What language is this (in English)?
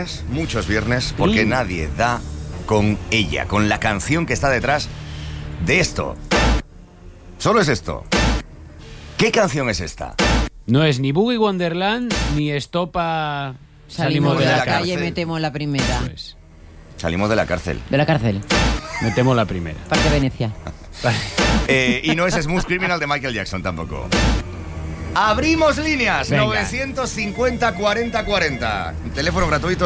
Spanish